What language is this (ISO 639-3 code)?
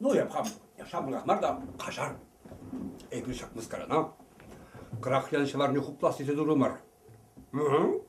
chv